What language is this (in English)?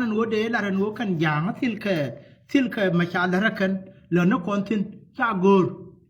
Nuer